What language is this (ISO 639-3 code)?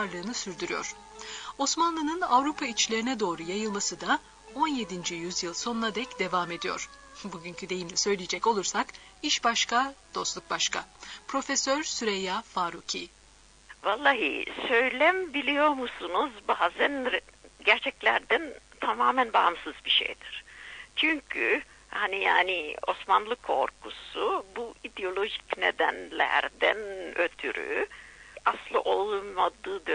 tur